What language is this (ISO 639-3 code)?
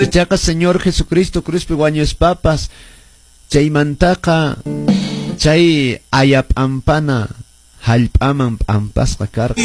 que